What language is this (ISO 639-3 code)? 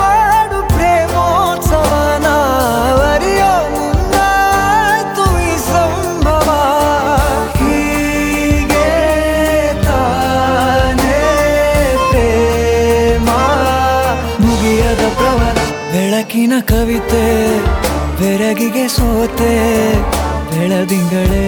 kan